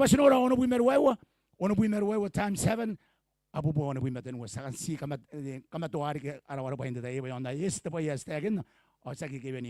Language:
Gilbertese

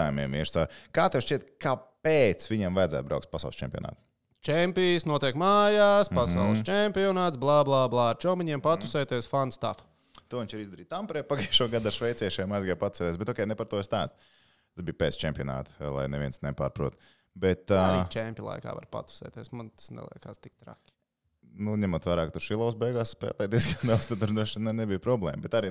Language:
Latvian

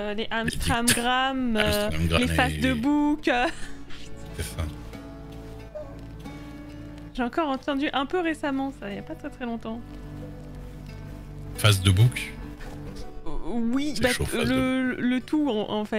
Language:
French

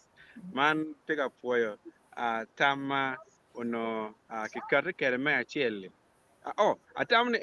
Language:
Acoli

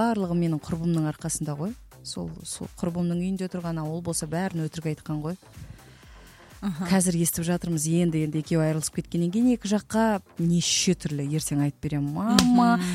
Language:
Kazakh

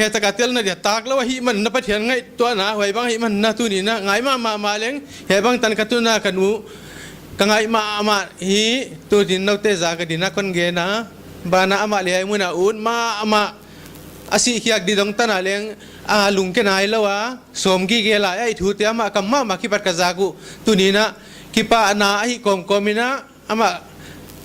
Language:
Paite Chin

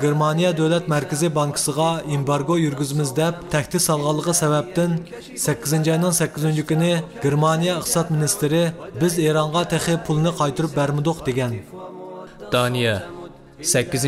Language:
Uyghur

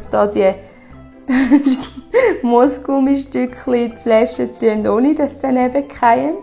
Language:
Swiss German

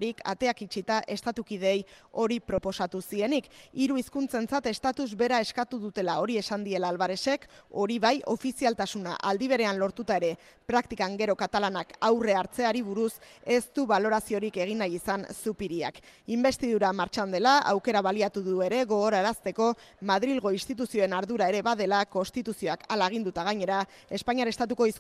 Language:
Basque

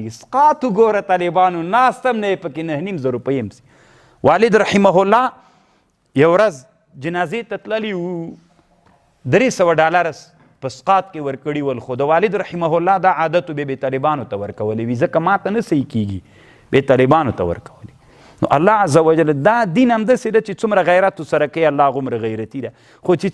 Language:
Pashto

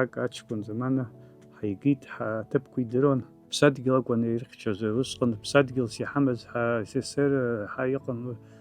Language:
Abkhazian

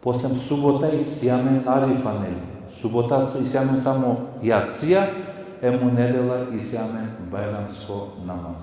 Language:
Balkan Romani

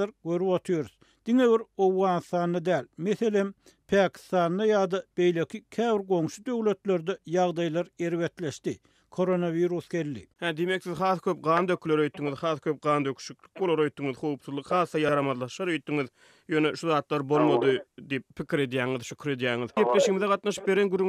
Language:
Turkmen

